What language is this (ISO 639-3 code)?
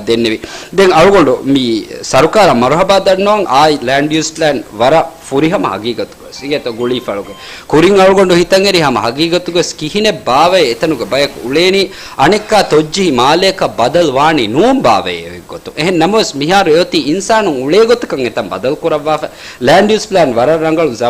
div